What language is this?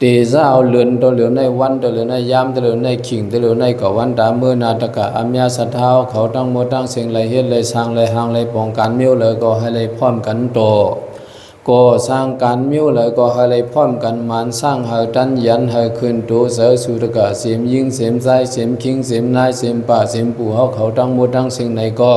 Shan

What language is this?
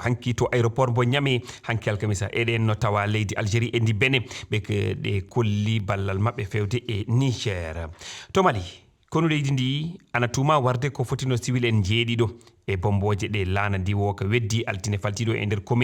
Fula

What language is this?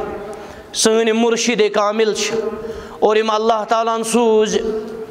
Kashmiri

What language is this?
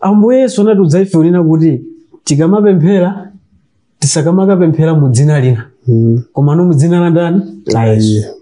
Nyanja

